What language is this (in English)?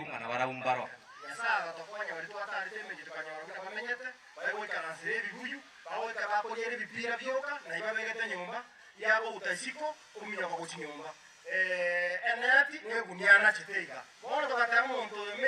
Gusii